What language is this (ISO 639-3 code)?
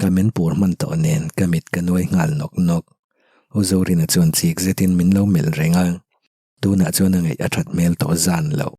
lus